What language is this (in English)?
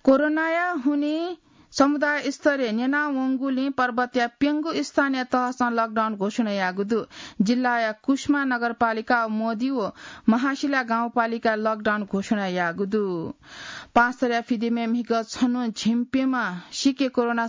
Newari